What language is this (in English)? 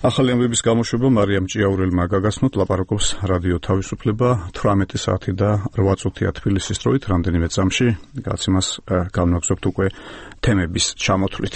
Georgian